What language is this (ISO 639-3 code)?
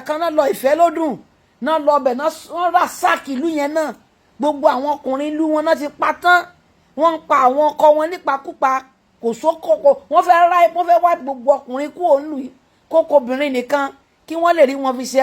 yor